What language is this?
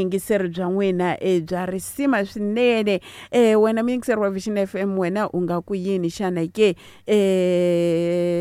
Tsonga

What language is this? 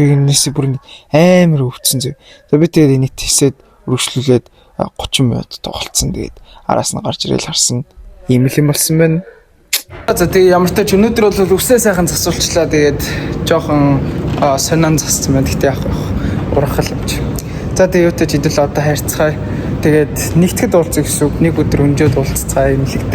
Mongolian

